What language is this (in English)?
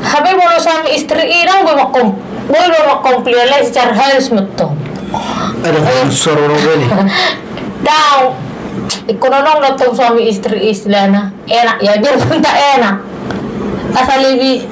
Batak Toba